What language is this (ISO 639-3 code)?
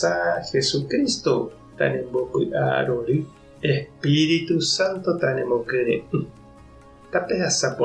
grn